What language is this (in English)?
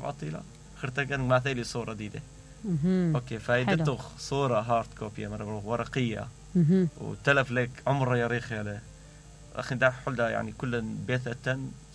Mesopotamian Arabic